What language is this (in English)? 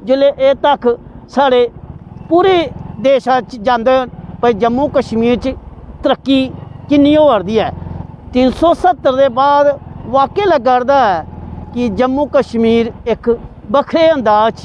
Dogri